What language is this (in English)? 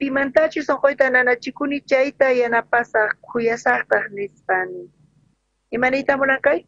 South Bolivian Quechua